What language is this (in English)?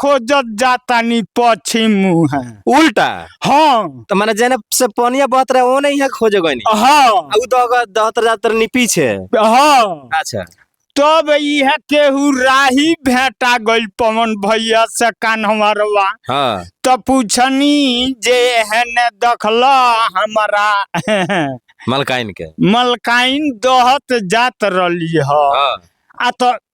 Bhojpuri